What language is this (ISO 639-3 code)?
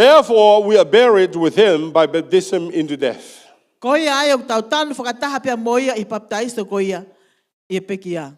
ton